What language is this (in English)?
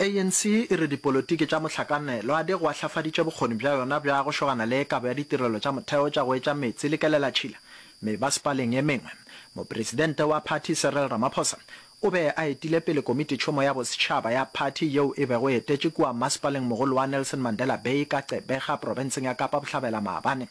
Northern Sotho